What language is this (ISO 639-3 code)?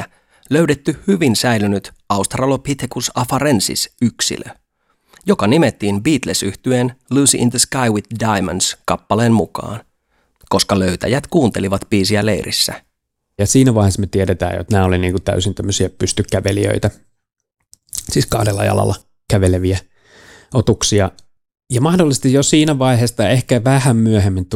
fin